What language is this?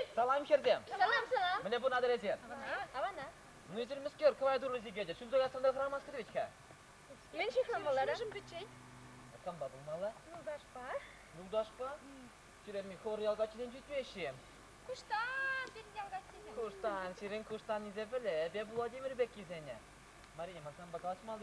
Chuvash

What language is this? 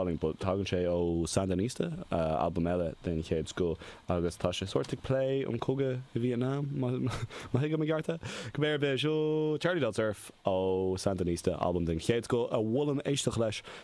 Irish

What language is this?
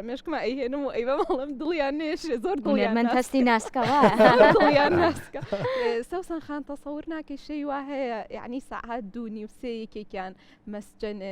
Central Kurdish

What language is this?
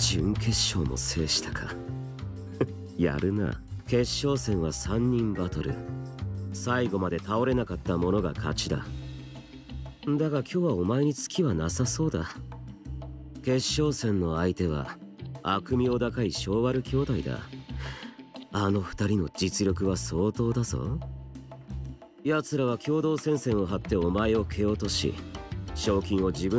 Japanese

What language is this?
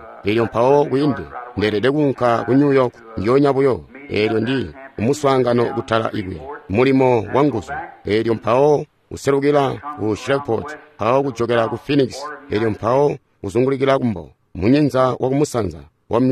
Tonga (Zambia)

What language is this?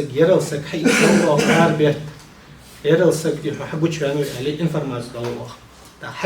Ingush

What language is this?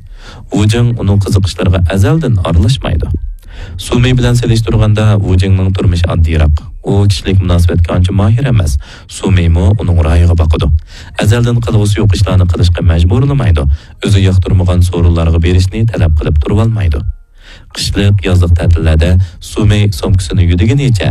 Uyghur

